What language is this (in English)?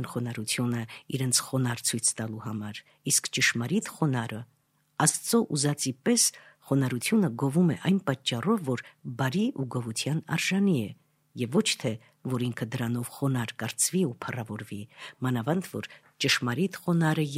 Armenian